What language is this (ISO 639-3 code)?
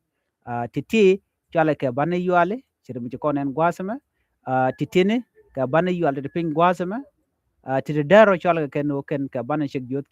nus